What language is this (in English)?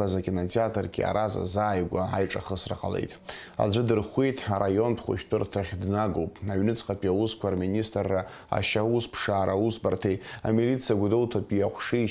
Abkhazian